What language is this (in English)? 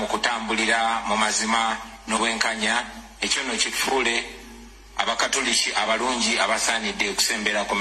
Ganda